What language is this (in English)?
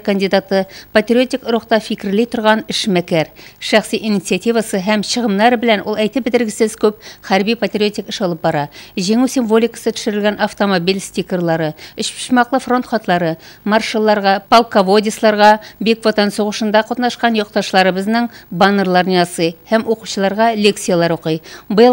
Tatar